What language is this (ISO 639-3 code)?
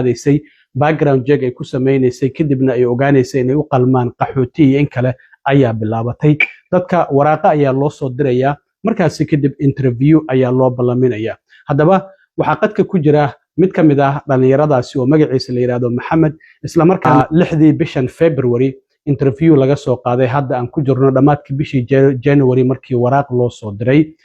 som